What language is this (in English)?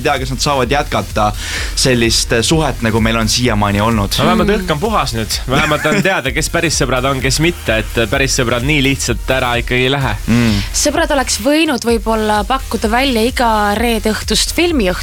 Estonian